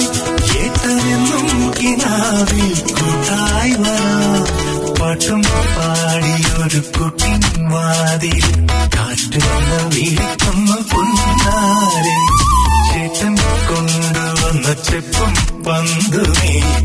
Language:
Malayalam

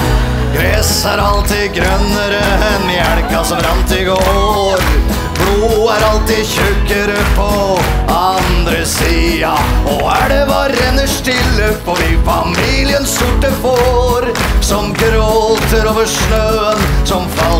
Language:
Norwegian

